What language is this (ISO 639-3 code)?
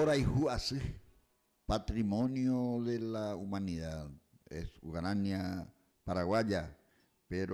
grn